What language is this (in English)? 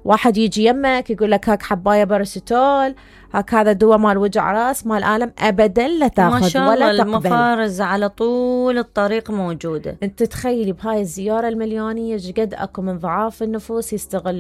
Mesopotamian Arabic